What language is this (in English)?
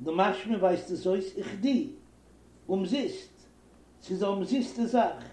Yiddish